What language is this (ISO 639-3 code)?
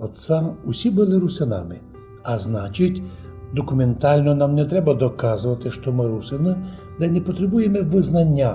rue